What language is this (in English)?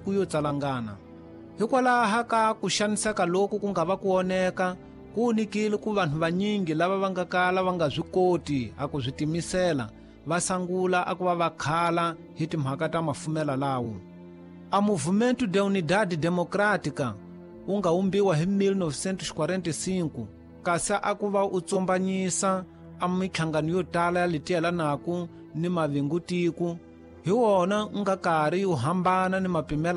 Tsonga